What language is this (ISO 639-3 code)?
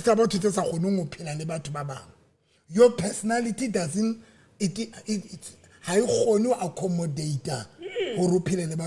sot